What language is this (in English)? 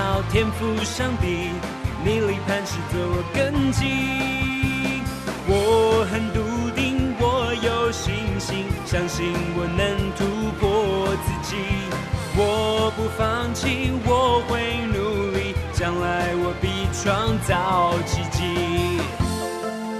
Chinese